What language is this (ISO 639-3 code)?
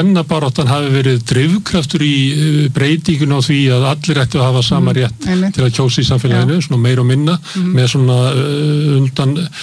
isl